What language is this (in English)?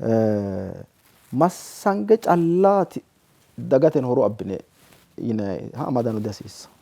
Sidamo